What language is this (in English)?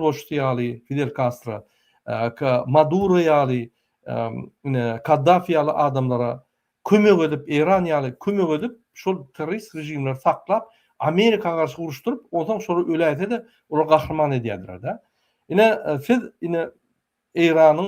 Turkmen